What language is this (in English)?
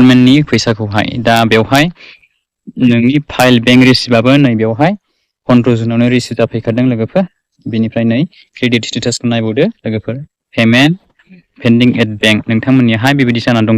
Bodo